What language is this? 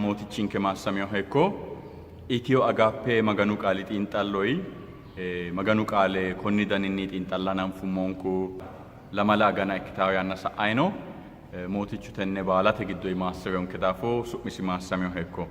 Sidamo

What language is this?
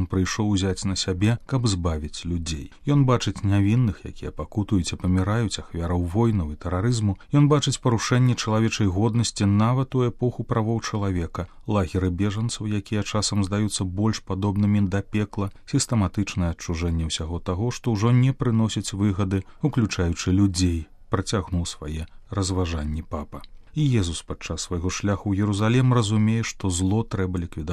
Belarusian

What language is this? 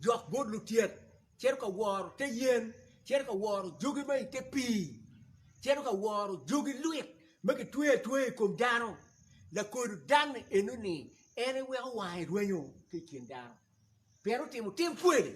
Acoli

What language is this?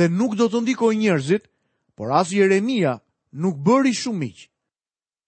Albanian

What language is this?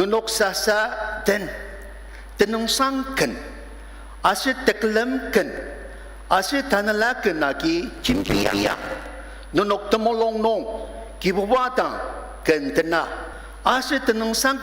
Ao Naga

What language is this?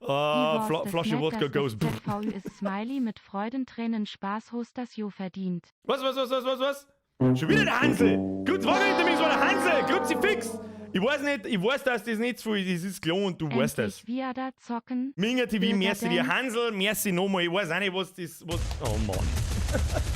Bavarian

